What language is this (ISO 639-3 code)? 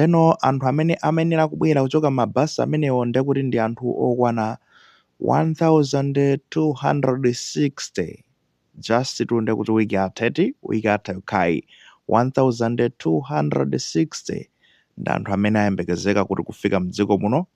nya